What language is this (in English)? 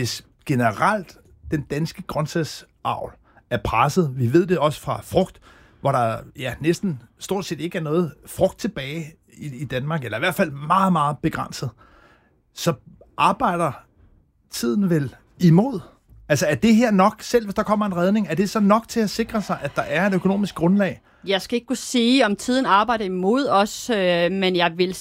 Danish